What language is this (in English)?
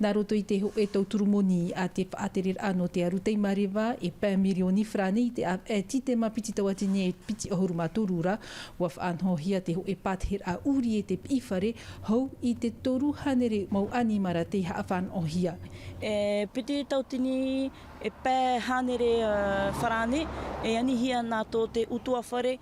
Tahitian